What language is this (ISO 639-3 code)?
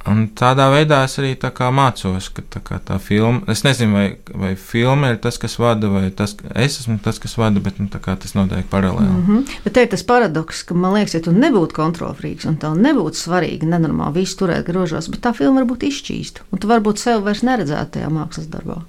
lav